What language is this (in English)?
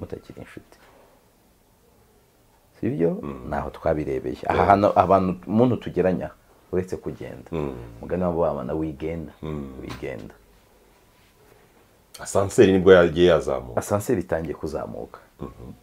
Kinyarwanda